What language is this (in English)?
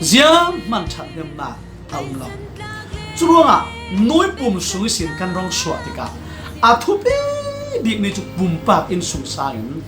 Falam Chin